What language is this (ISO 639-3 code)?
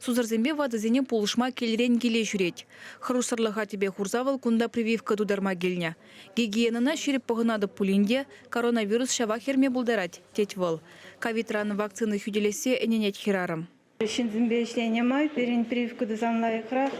chv